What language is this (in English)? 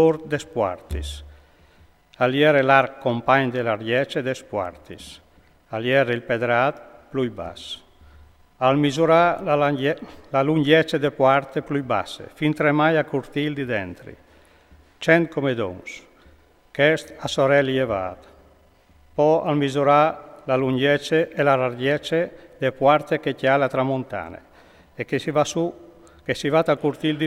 Friulian